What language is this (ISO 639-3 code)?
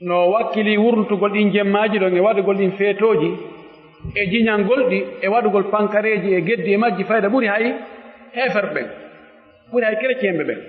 fuf